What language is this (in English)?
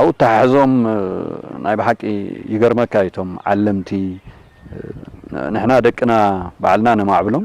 Tigrinya